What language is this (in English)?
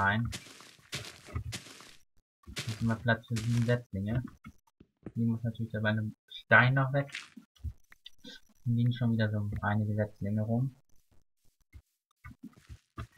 German